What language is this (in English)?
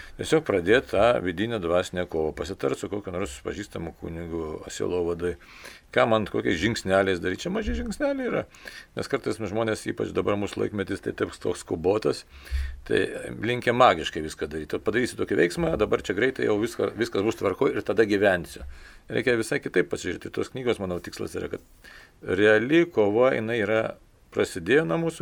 Lithuanian